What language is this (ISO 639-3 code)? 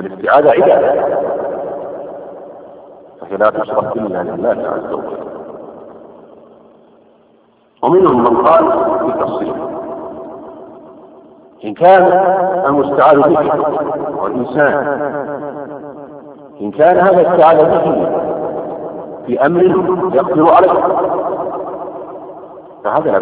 ara